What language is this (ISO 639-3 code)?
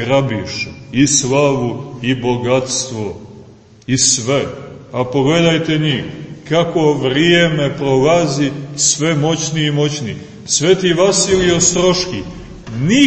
srp